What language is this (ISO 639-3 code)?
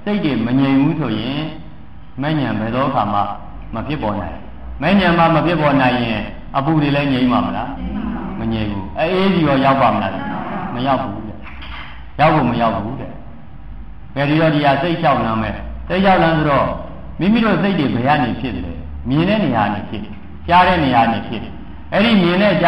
mya